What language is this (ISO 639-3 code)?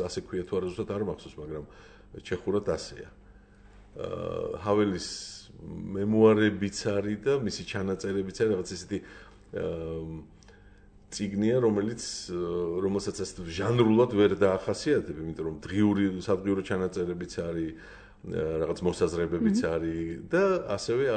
kat